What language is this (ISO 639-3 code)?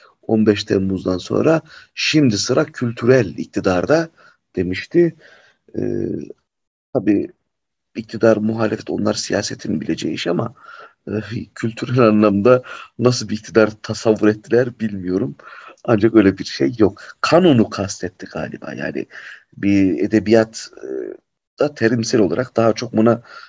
tur